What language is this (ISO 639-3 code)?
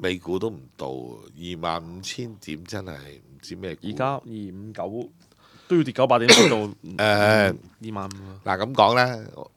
yue